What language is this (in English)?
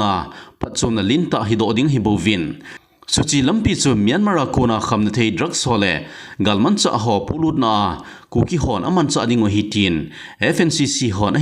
Thado Chin